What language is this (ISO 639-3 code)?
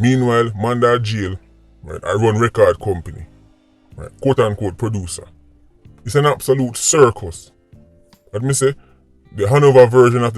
jam